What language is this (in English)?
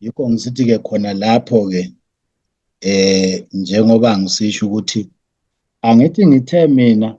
Zulu